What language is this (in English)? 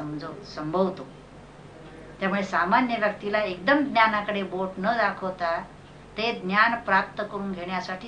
Marathi